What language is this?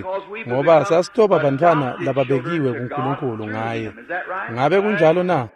Swati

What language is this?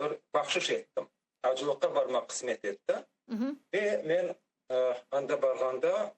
Crimean Tatar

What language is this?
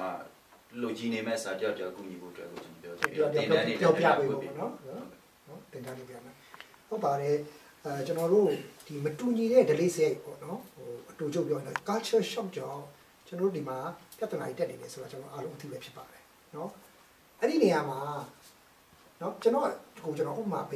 Burmese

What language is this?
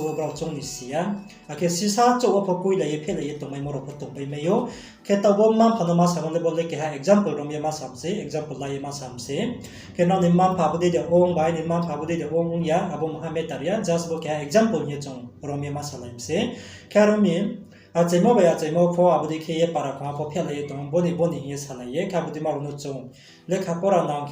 Riang (India)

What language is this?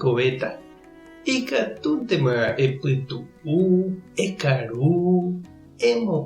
Guarani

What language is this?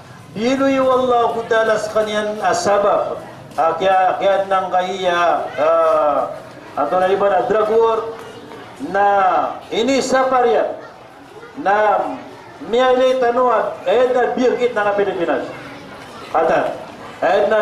Maranao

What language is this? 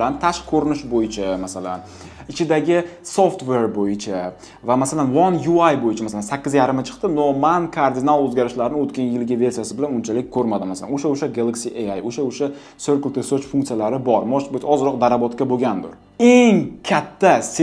Uzbek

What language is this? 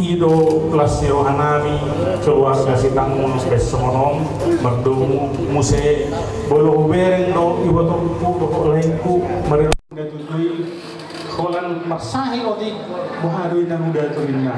Batak Toba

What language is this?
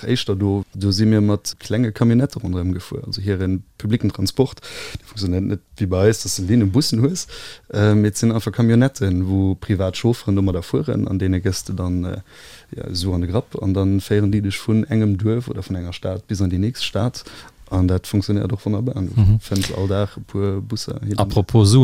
Luxembourgish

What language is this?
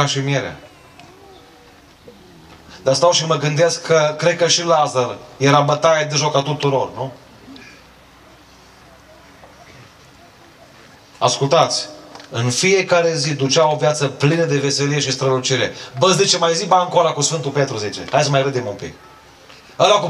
Romanian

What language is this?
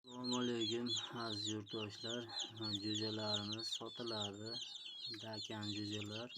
Uzbek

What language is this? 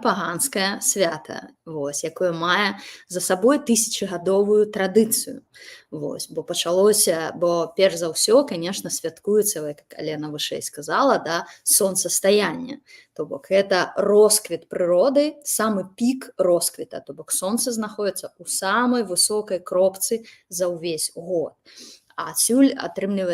Belarusian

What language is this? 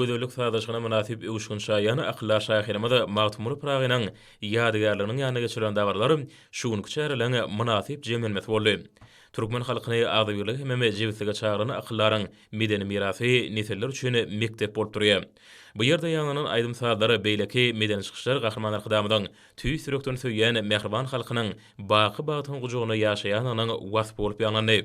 Turkmen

